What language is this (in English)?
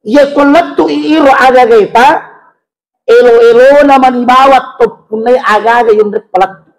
Buginese